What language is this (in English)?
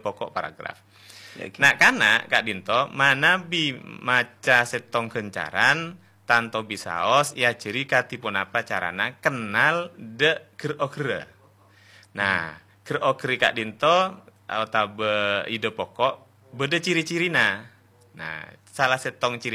Madurese